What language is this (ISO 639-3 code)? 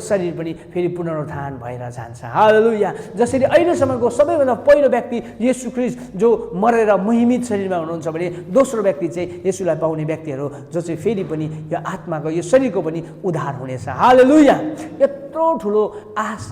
nep